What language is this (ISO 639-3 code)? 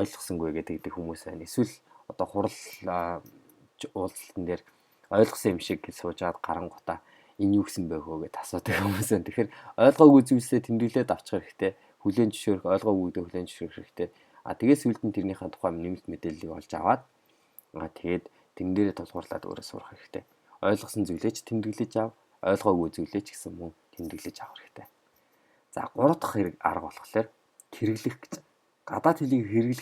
mon